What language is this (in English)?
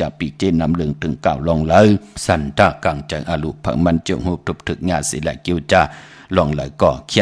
Shan